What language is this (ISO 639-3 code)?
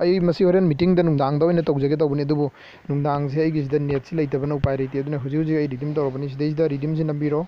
mni